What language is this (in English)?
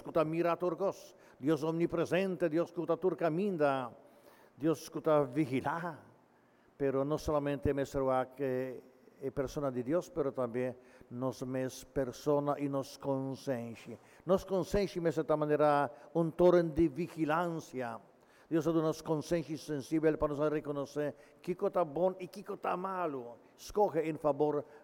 Papiamento